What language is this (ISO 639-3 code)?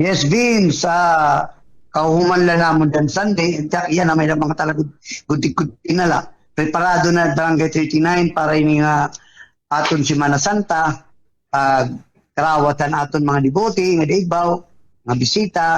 war